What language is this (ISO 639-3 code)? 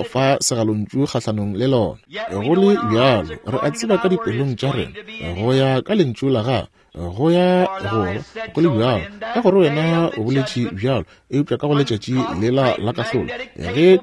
nso